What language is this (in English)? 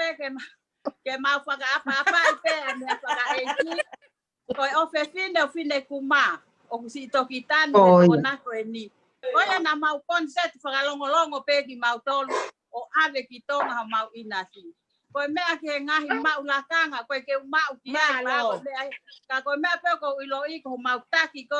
Tongan